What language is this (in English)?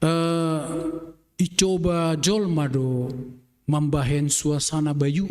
Batak Simalungun